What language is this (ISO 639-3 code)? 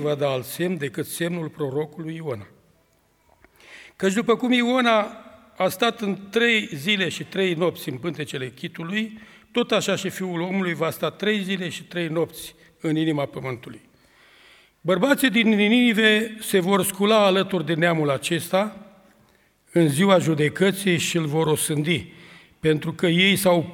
ron